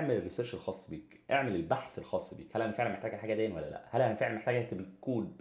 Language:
Egyptian Arabic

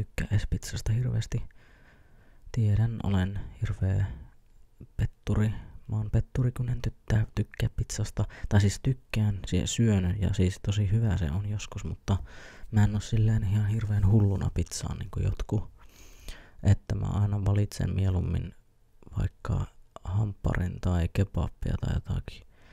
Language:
Finnish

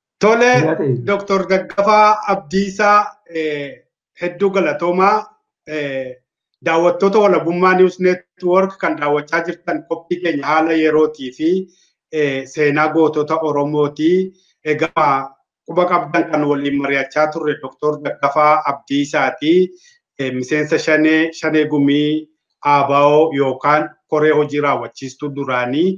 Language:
Oromo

